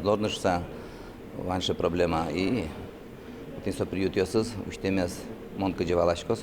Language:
Udmurt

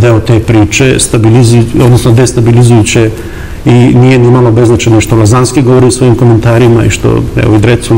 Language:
Serbian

